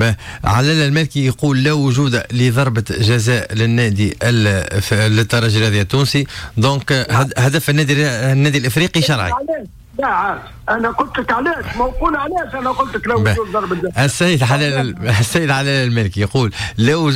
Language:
Tunisian Arabic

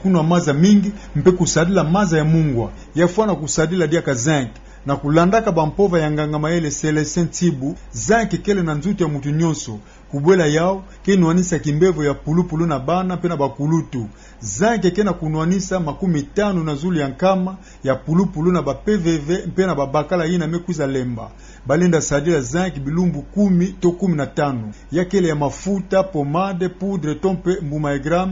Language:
Kituba (Democratic Republic of Congo)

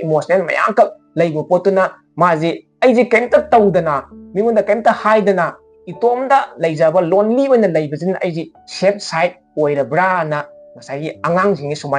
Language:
Manipuri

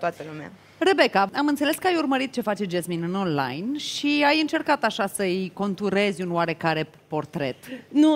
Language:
Romanian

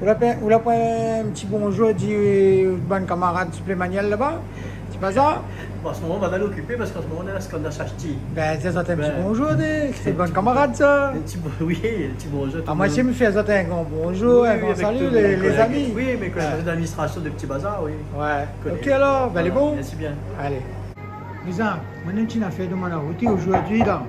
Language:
Réunion Creole French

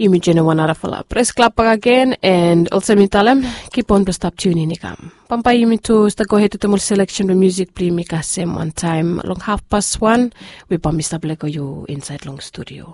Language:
Bislama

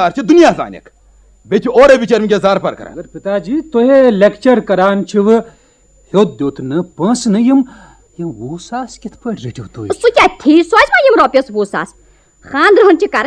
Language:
Kashmiri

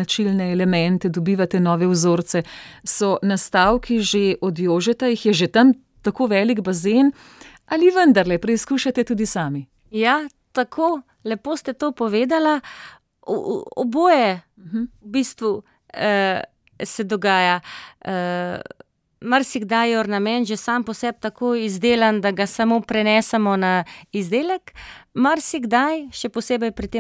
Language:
Slovenian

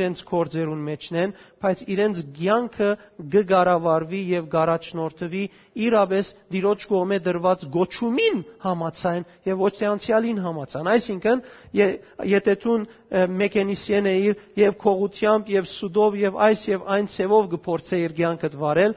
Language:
Western Armenian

